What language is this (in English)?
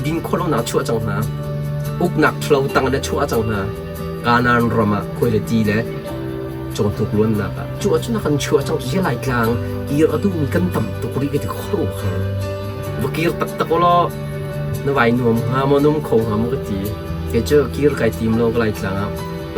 Hakha Chin